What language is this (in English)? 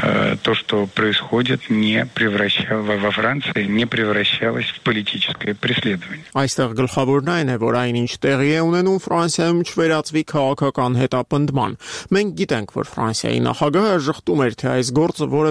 Armenian